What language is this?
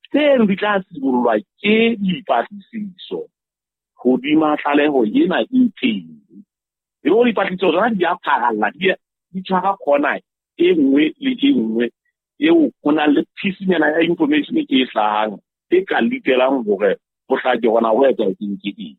Southern Sotho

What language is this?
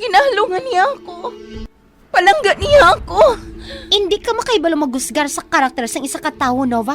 Hiligaynon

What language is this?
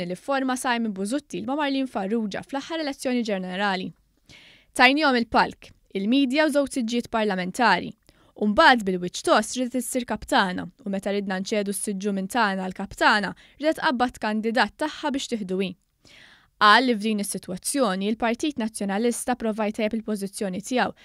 Maltese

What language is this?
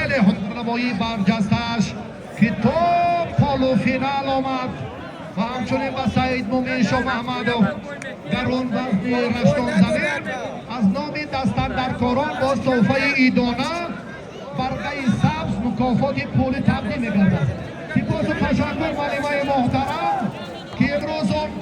Tajik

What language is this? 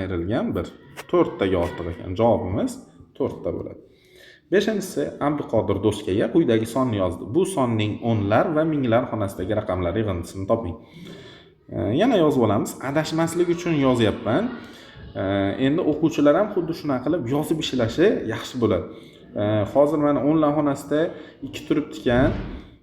Uzbek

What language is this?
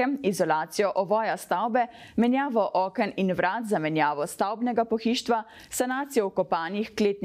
Slovenian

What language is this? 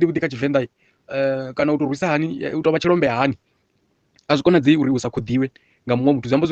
Venda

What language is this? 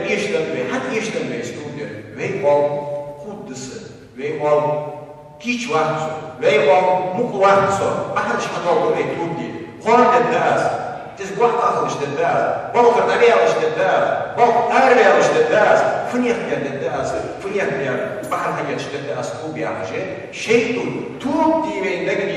Ingush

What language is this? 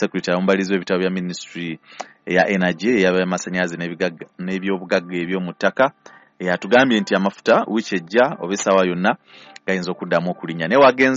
Ganda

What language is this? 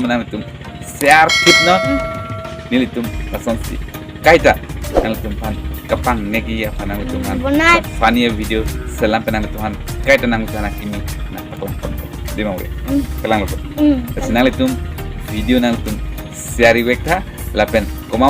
Karbi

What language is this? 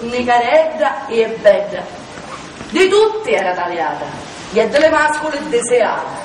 Sicilian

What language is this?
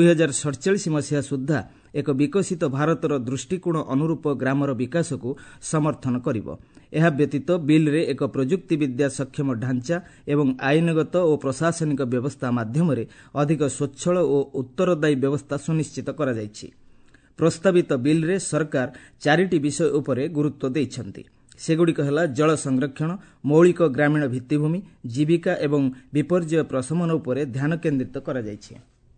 Odia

